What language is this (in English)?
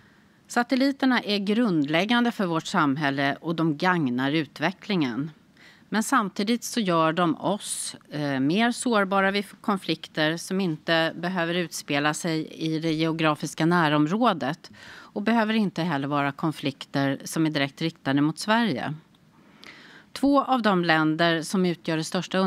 Swedish